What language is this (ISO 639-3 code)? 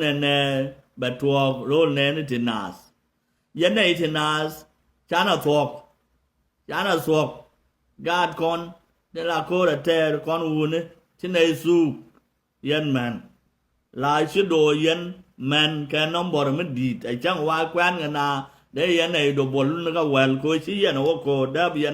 nus